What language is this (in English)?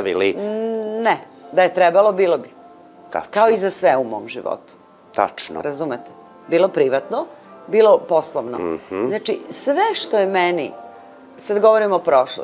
Serbian